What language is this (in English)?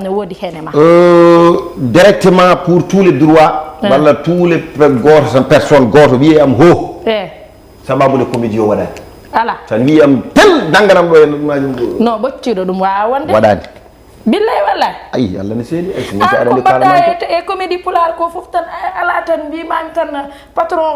Fula